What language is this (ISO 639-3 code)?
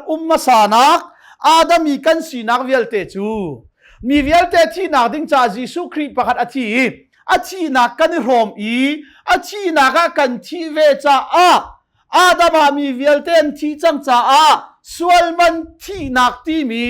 cnh